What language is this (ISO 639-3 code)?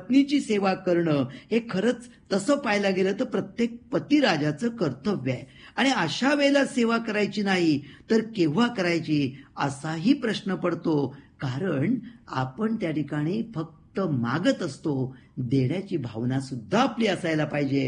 mar